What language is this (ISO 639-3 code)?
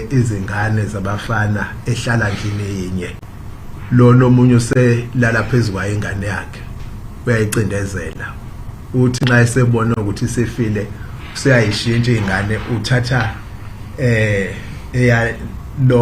zul